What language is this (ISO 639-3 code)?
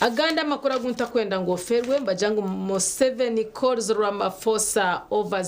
nyn